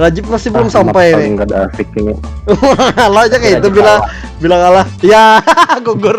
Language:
Banjar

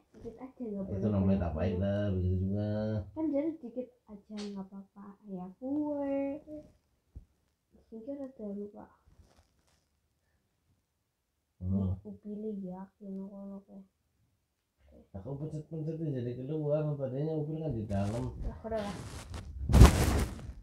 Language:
Indonesian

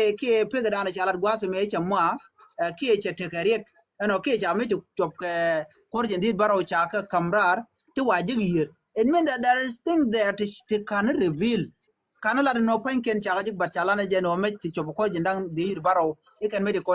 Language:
Nuer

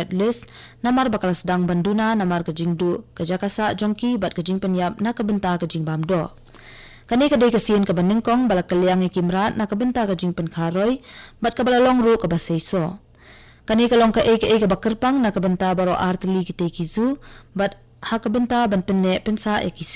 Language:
Khasi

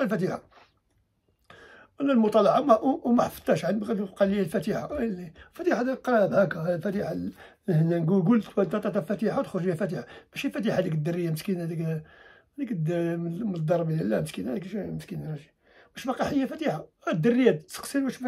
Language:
Moroccan Arabic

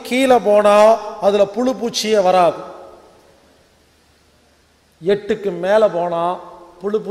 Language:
Tamil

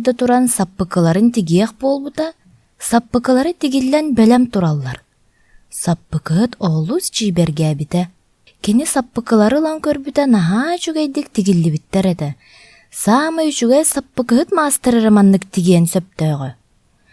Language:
Yakut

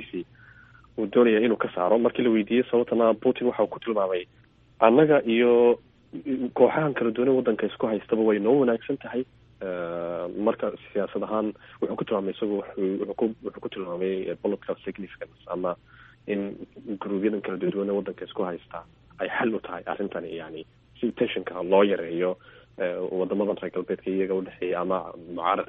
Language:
Somali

